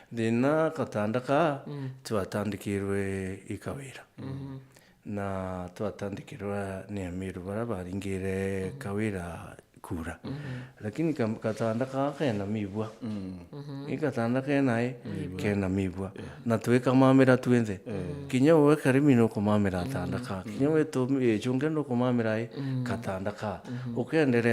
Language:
Meru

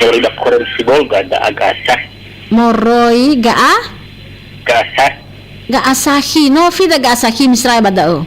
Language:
Nias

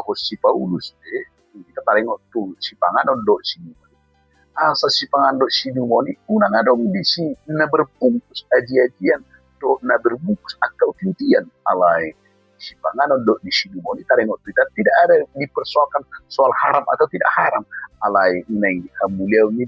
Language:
Batak Toba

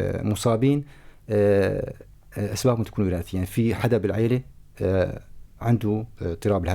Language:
North Levantine Arabic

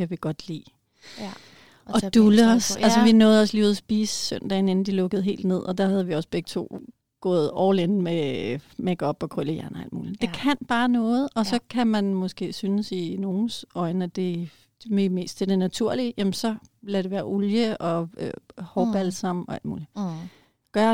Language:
Danish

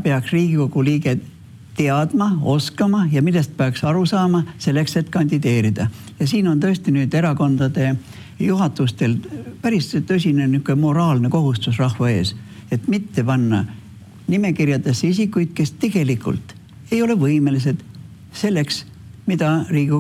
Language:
Estonian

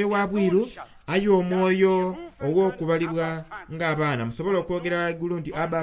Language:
Soga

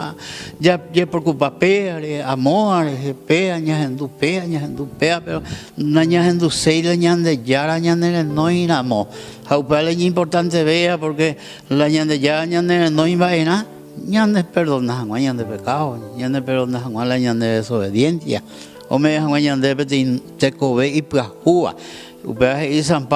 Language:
Guarani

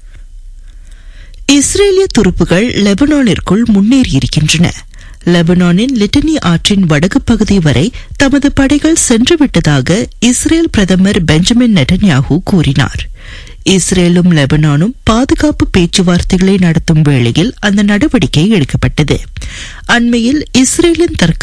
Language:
Tamil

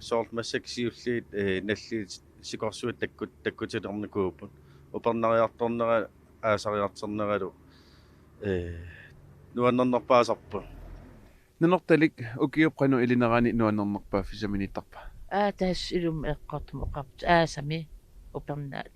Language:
Kalaallisut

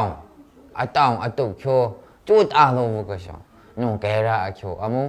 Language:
Maru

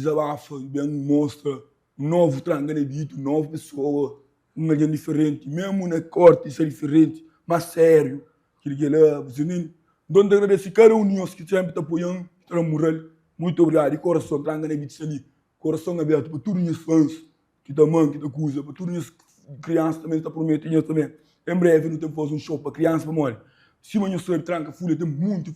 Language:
Kabuverdianu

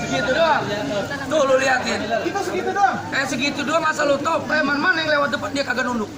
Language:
Betawi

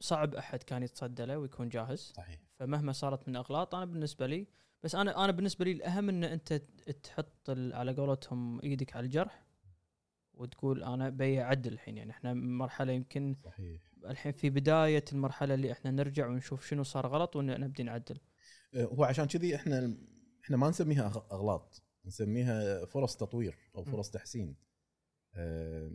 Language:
Gulf Arabic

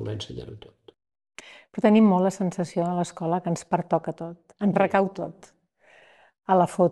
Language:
Catalan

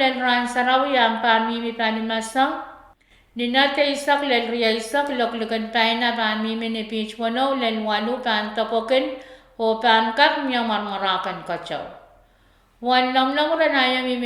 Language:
Pohnpeian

